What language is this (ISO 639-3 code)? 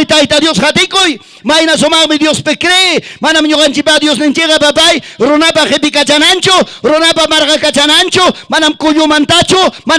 quy